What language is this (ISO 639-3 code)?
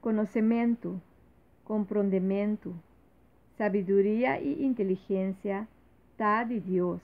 pap